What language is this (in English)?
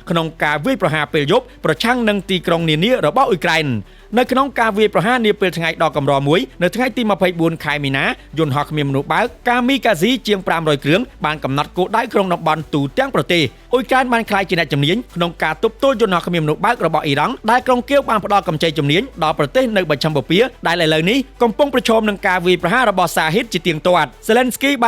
Khmer